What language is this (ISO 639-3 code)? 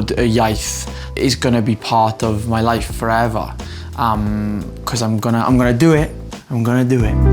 cym